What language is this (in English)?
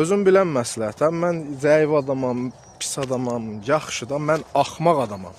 Azerbaijani